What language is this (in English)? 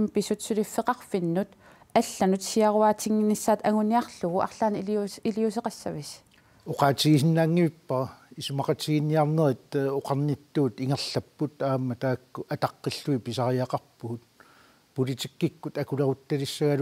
Kalaallisut